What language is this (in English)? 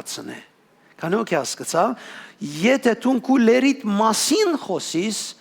Western Armenian